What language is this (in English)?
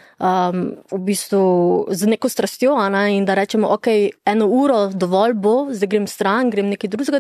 Slovenian